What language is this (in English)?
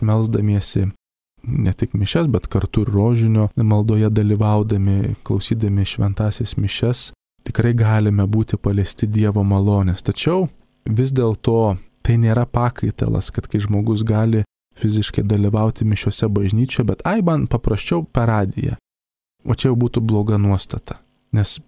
Lithuanian